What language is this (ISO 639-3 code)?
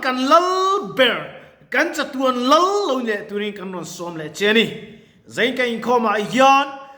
lus